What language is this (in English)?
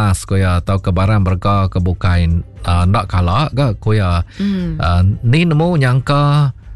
Iban